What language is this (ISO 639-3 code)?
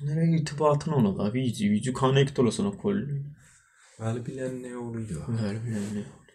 azb